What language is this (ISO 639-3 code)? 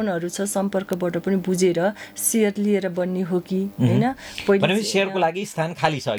nep